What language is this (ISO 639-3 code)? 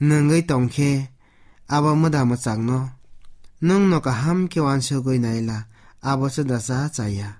trp